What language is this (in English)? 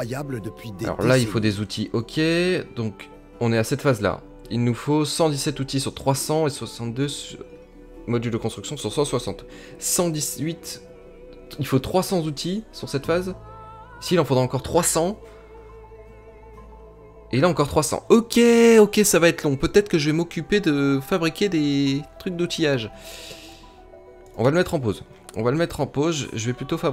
French